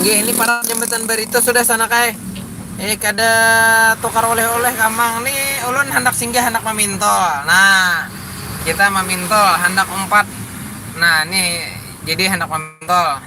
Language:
Banjar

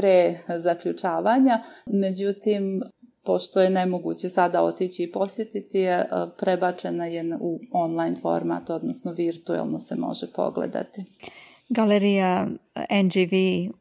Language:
Croatian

